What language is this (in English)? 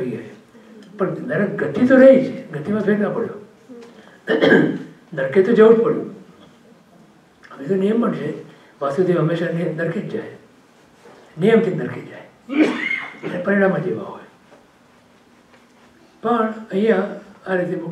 Gujarati